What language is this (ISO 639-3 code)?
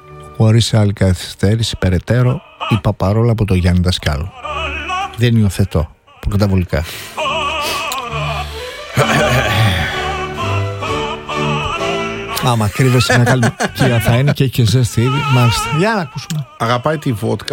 ell